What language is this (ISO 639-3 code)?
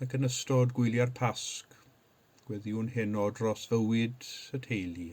cym